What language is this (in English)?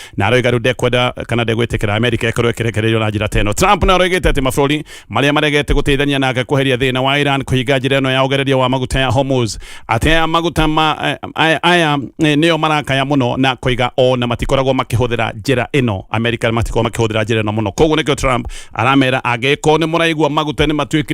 Kikuyu